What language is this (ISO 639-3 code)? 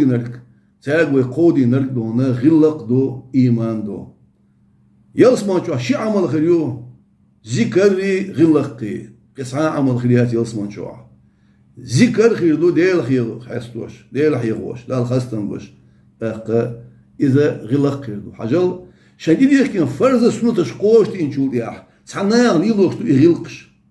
che